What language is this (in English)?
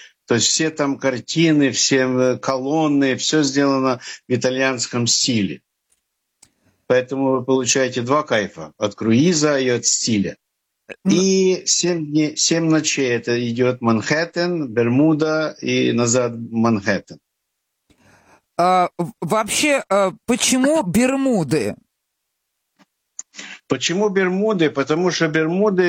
Russian